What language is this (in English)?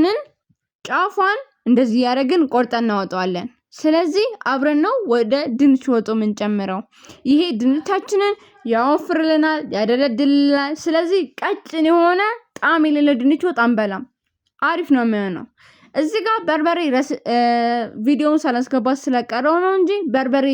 Amharic